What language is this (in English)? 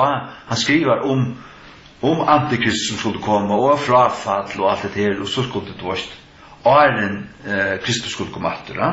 Faroese